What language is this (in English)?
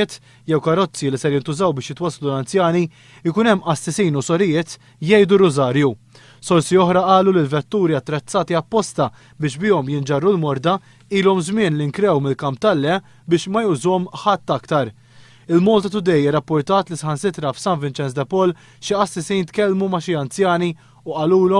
Maltese